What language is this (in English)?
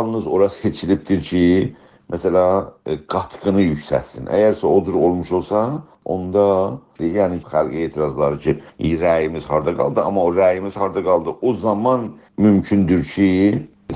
South Azerbaijani